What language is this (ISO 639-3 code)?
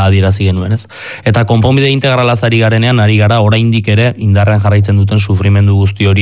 eus